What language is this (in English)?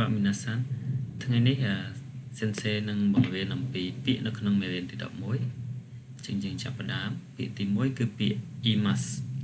Khmer